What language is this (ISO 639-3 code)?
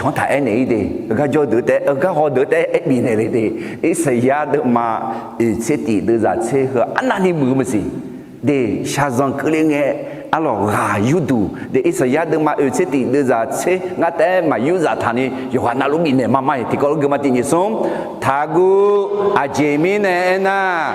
ahk